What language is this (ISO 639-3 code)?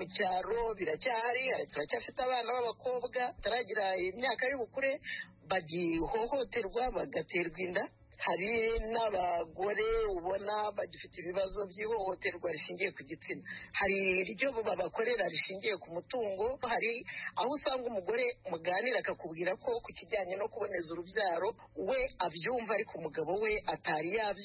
kin